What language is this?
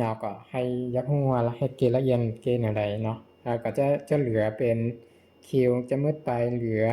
Lao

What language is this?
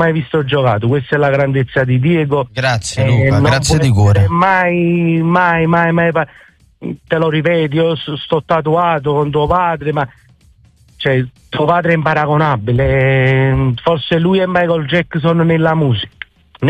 Italian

